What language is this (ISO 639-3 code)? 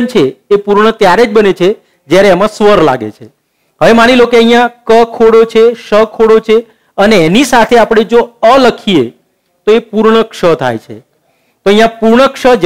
guj